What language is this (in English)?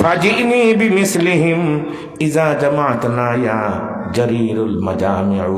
Sylheti